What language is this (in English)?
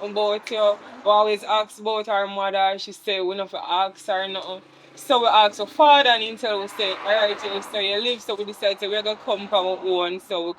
Jamaican Creole English